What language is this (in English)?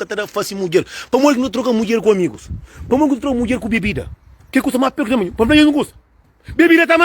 Kabuverdianu